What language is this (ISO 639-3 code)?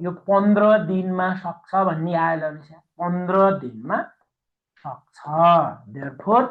nep